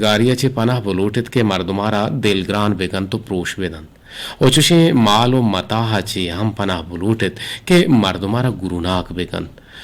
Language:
Eastern Balochi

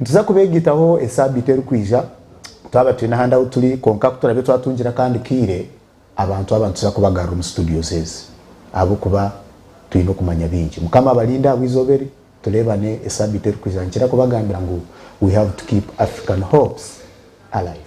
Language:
Nyankole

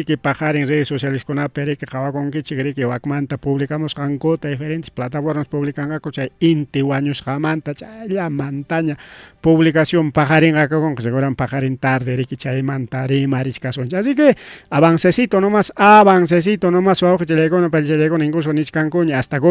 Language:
Ayacucho Quechua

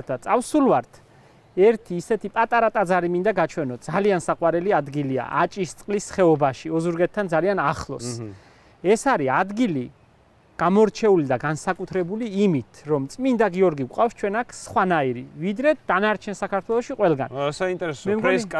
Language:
Georgian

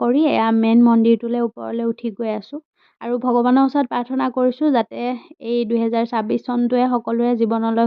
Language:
Assamese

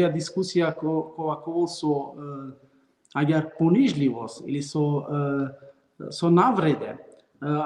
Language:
Balkan Romani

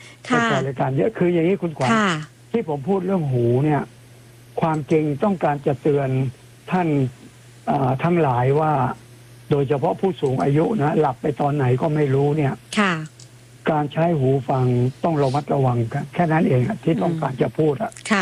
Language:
Thai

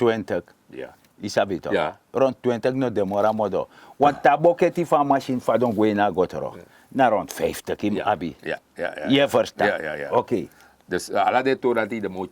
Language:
Sranan Tongo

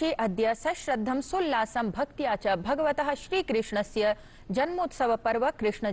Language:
Sanskrit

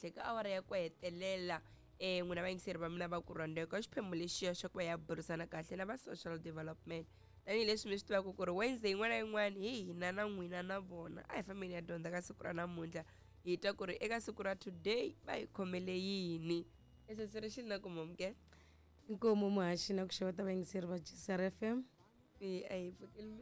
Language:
Tsonga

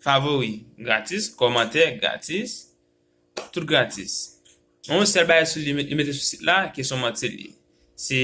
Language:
Haitian Creole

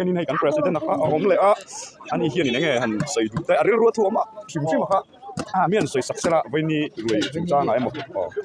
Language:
Mizo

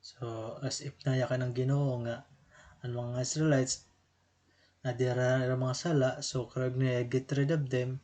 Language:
Waray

